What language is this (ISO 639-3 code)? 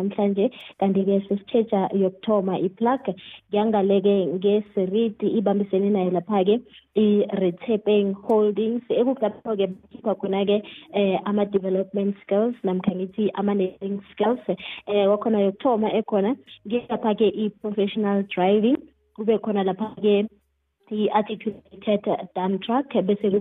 nbl